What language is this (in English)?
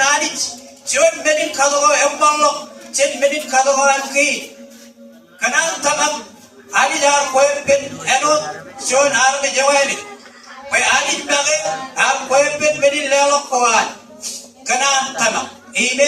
Marshallese